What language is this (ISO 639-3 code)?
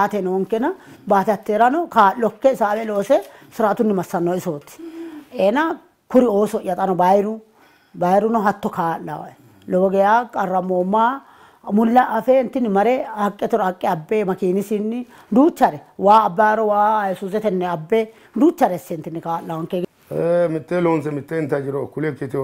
sid